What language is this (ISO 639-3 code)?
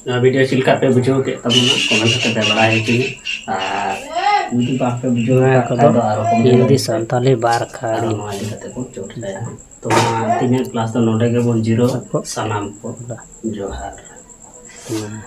sat